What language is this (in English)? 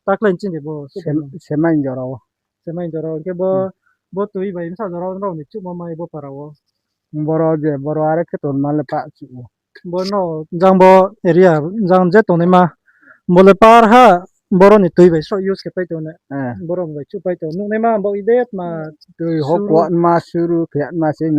Riang (India)